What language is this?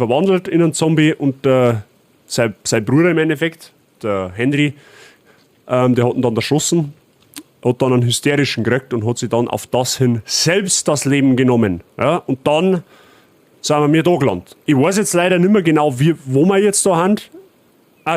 Bavarian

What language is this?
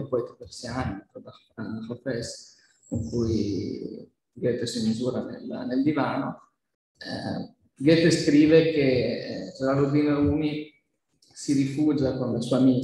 Italian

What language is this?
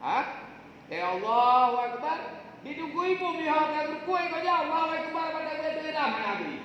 Achinese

